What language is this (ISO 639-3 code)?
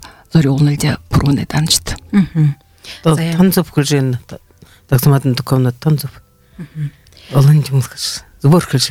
bua